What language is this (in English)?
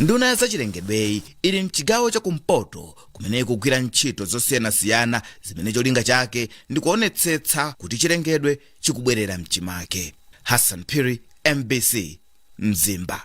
Nyanja